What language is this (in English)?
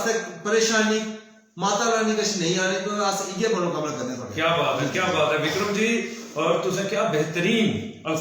Dogri